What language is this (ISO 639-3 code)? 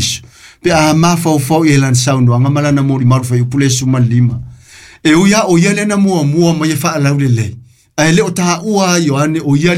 smo